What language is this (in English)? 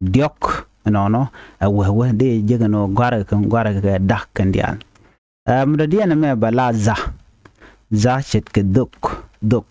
Nuer